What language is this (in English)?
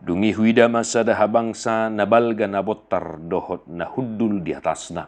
Batak Toba